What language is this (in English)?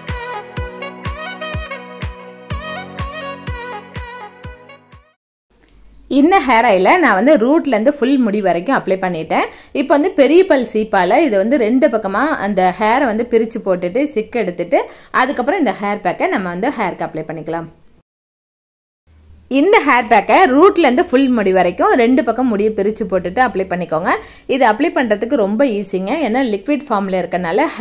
Tamil